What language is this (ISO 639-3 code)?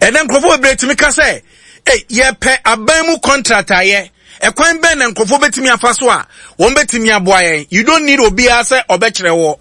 aka